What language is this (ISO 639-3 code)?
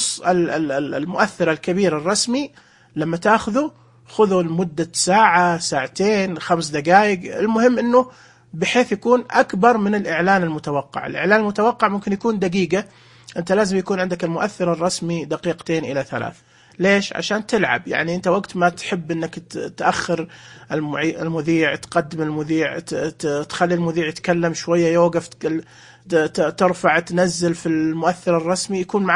ars